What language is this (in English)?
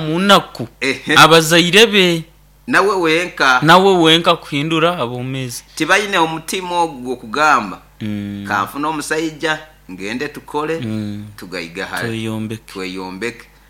Nyoro